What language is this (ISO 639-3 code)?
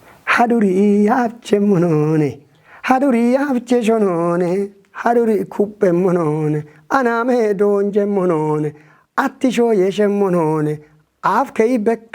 kbr